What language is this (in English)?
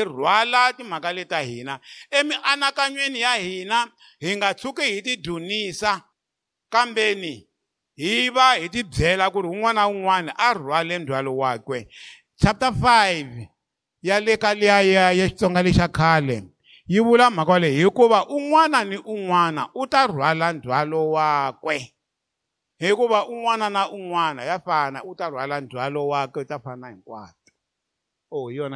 Tsonga